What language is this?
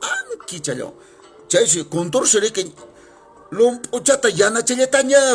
Quechua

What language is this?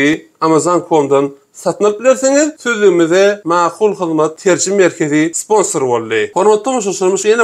Turkmen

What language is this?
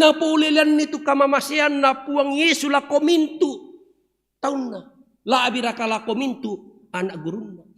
Toraja-Sa'dan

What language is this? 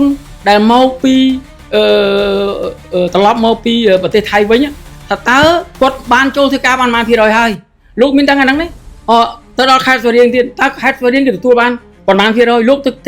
Khmer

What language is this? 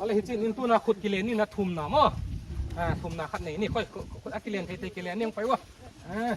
Paite Chin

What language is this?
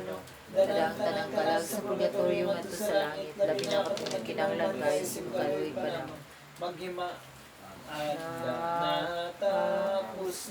Cebuano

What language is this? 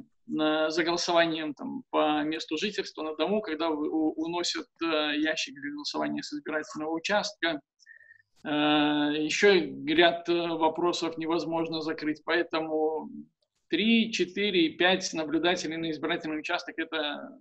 Russian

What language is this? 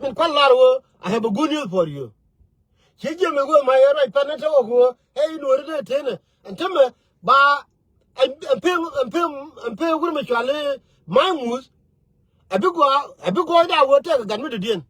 Nuer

